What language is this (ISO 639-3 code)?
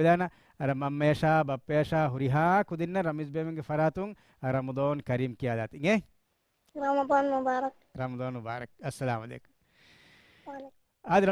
div